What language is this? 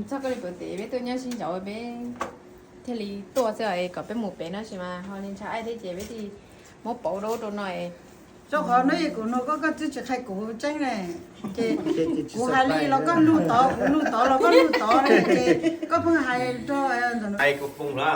Hmong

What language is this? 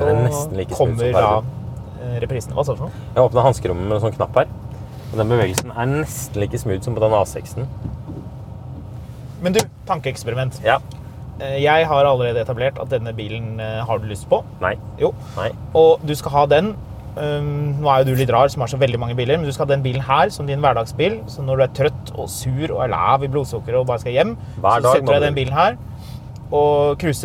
Norwegian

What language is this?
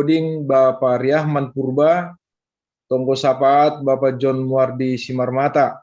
Batak Simalungun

